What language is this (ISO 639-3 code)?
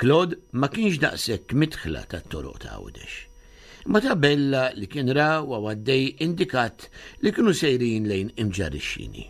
mlt